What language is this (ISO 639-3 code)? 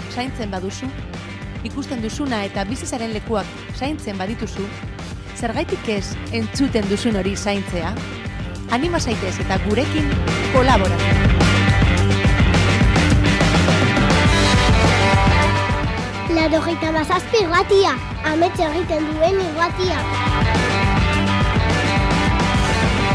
eus